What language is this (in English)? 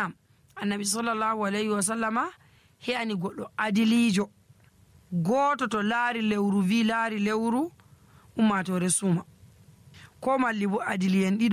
Nigerian Fulfulde